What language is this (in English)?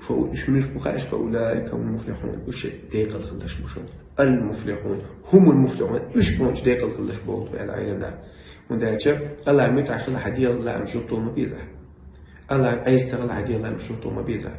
Chechen